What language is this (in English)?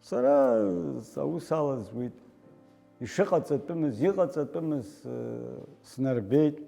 Abkhazian